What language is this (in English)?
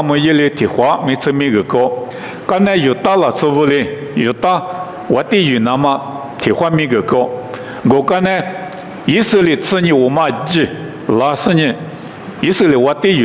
Lisu